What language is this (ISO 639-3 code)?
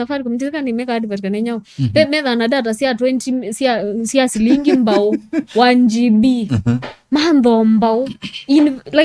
kam